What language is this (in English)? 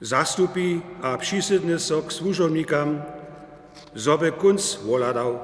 Upper Sorbian